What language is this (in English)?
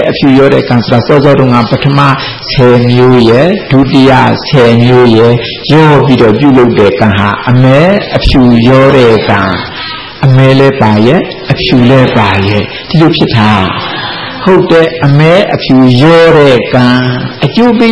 Burmese